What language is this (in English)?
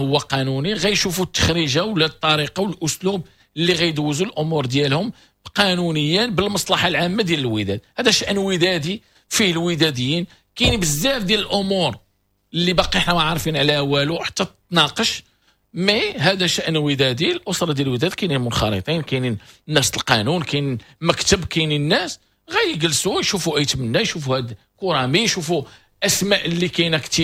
Moroccan Arabic